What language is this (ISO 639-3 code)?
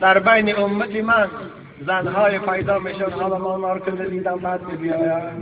tgk